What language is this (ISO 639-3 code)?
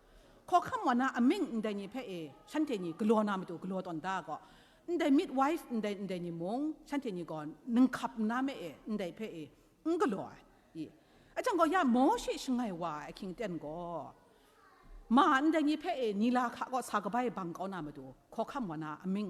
kac